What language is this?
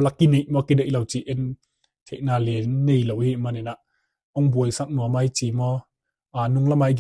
Tedim Chin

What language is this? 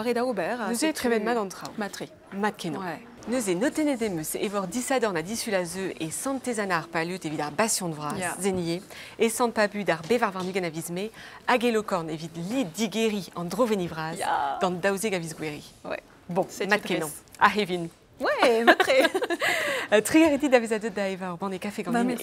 Breton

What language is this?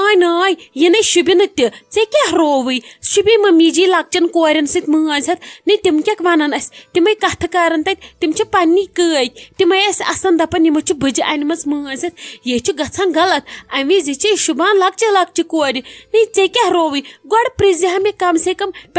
Kashmiri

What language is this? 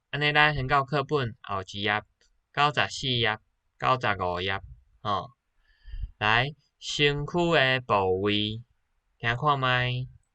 Min Nan Chinese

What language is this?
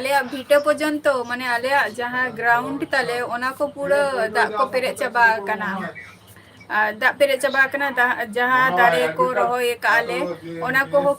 Santali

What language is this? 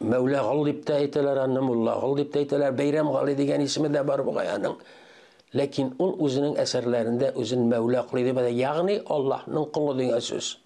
Tatar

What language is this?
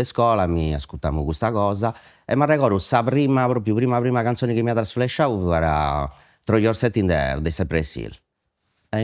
Sardinian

